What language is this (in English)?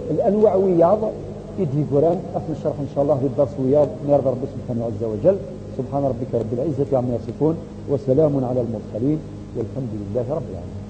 Kabyle